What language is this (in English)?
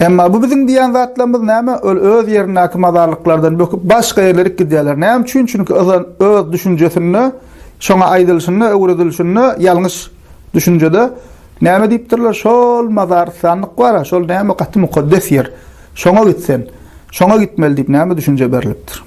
Turkmen